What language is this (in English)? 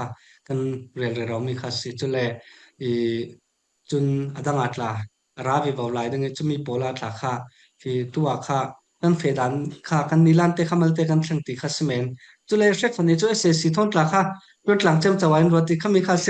Falam Chin